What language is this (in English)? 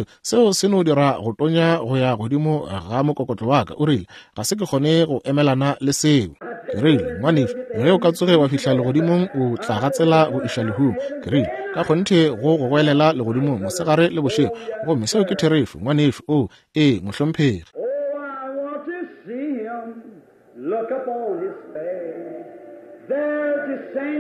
Northern Sotho